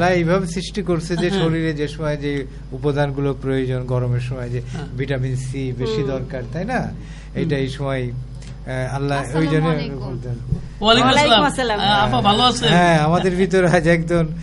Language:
Bangla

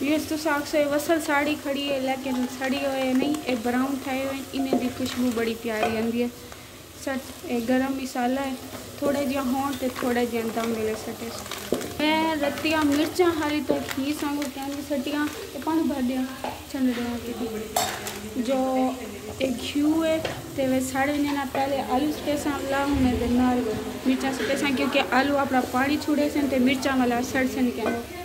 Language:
Saraiki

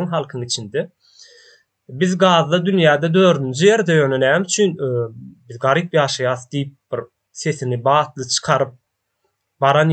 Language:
Turkmen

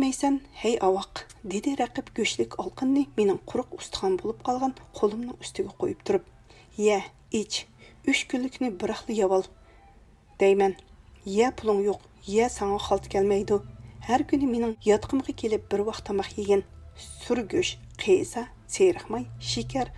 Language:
Uyghur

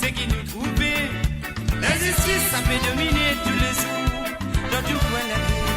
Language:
Morisyen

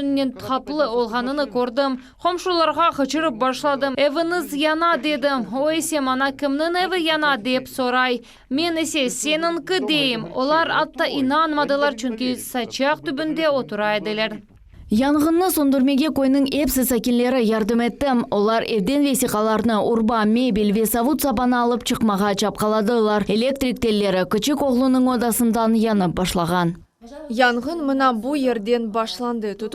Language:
Crimean Tatar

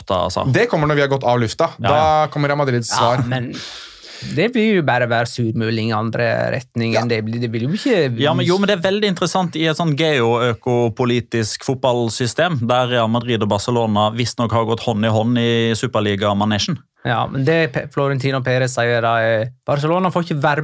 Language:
Norwegian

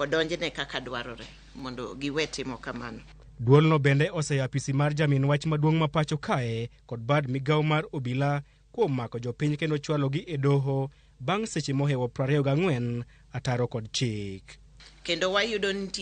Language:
Luo (Kenya and Tanzania)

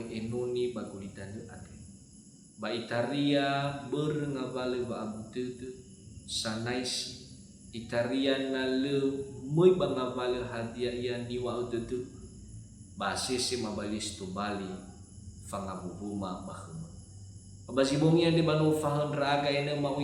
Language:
Nias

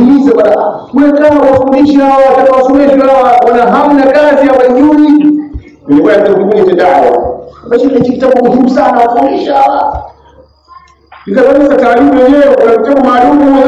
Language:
Swahili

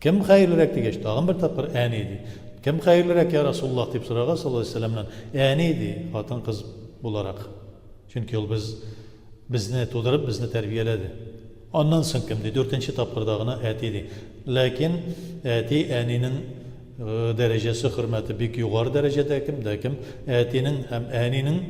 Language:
Tatar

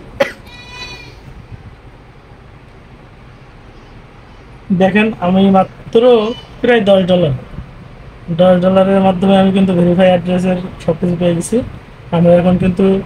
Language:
Bangla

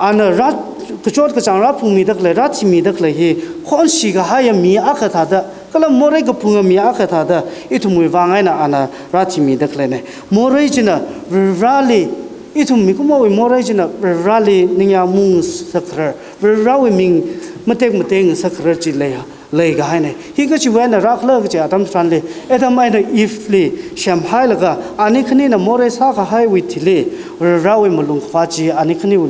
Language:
Tangkhul Naga (India)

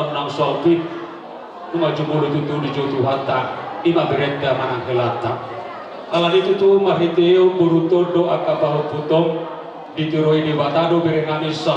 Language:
Batak Toba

